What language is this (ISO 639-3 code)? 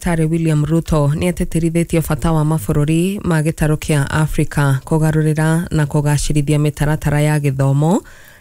kik